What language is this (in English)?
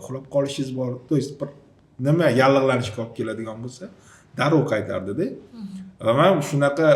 Uzbek